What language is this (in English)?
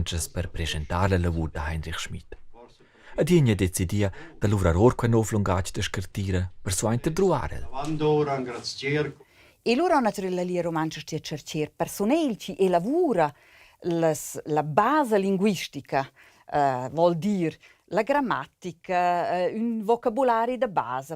Romansh